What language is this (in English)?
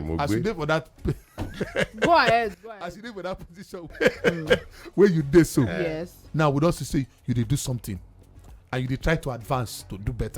Nigerian Pidgin